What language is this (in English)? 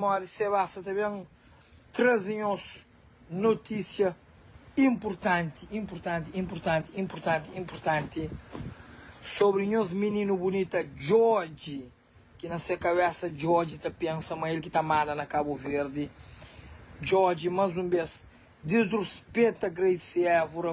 Kabuverdianu